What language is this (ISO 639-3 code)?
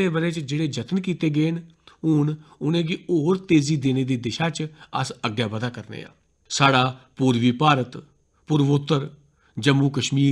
doi